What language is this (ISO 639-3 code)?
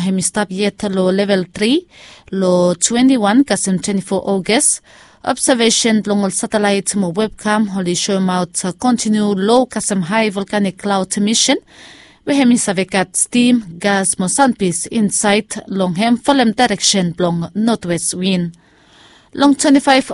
bis